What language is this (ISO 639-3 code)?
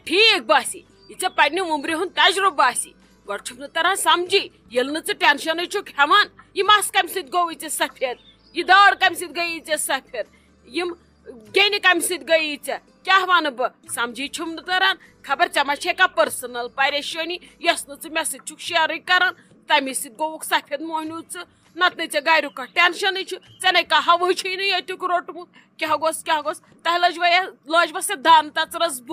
kas